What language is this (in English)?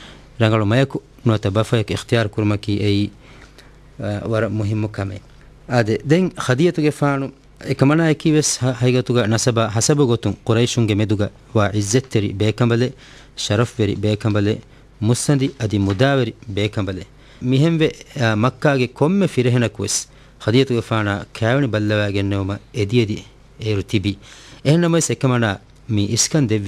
Divehi